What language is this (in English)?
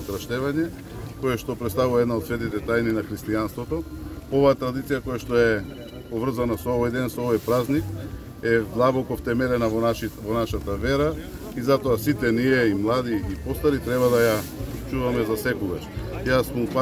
Macedonian